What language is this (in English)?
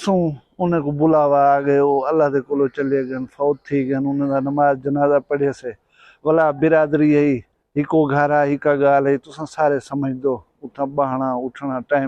Saraiki